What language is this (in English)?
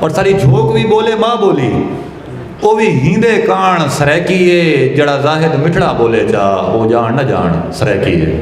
Saraiki